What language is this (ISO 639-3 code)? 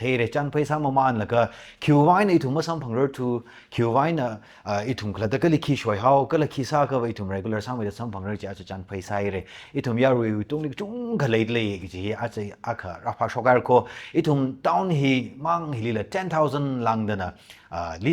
nmf